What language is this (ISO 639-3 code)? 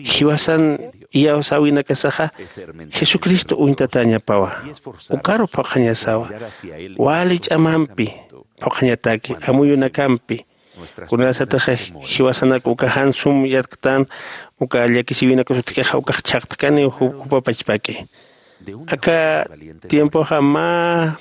aym